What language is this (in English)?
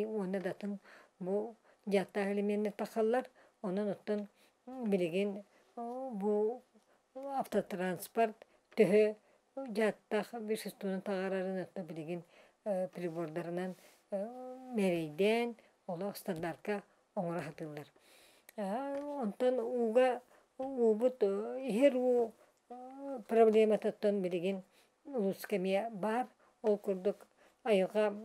Yakut